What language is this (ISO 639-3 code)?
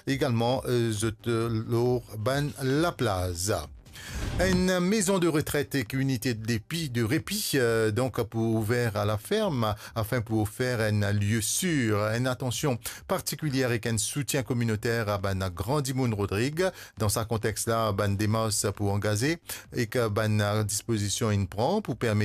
mfe